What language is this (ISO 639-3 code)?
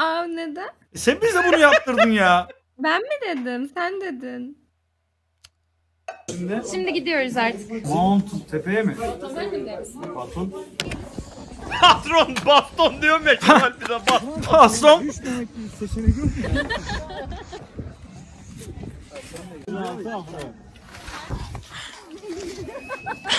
tur